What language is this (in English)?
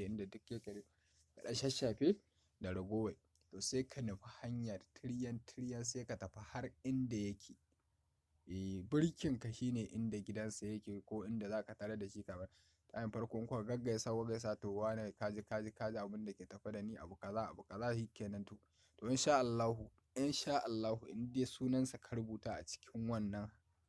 Hausa